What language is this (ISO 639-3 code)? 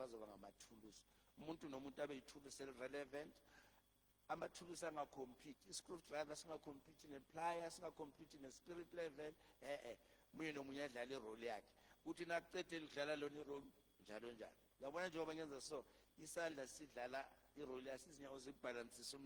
zul